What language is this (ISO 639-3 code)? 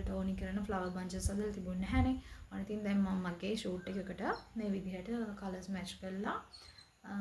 sin